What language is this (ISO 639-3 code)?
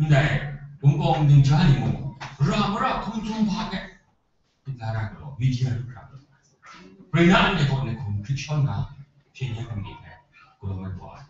kac